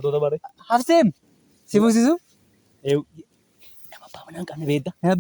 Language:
Oromo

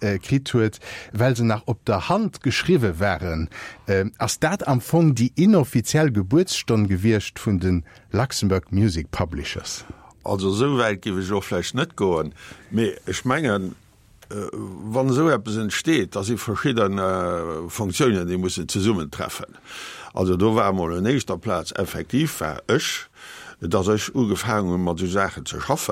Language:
Luxembourgish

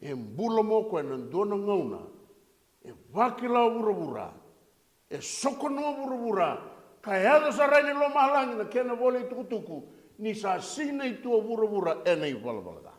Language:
Fijian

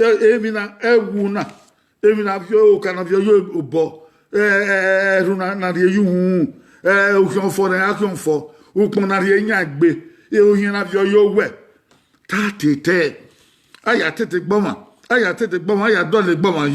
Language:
Bini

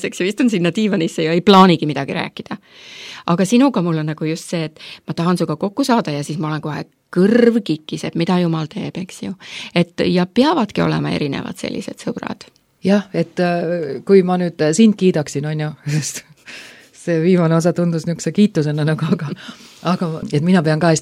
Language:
Estonian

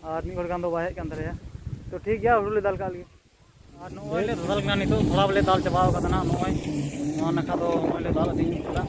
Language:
Santali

